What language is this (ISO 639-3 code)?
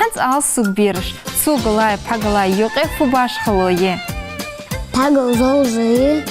inh